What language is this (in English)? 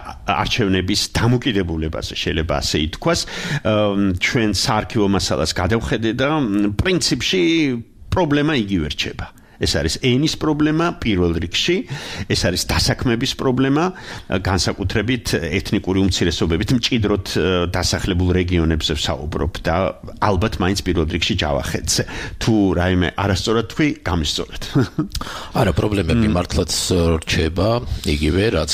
Georgian